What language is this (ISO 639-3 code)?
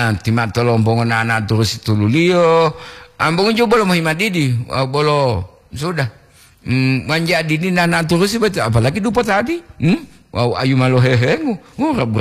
gor